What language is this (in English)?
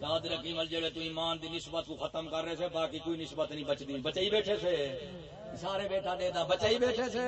Saraiki